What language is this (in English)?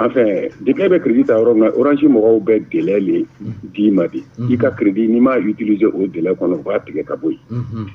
Bambara